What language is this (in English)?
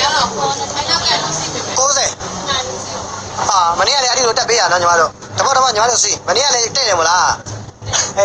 Burmese